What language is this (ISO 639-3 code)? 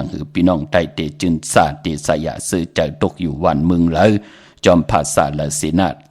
shn